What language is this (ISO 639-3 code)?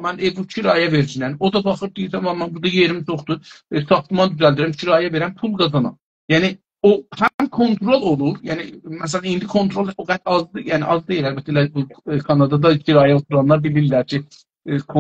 azb